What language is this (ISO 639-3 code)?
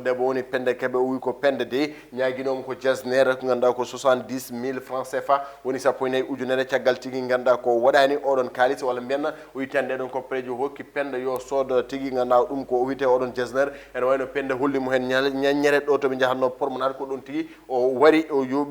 ful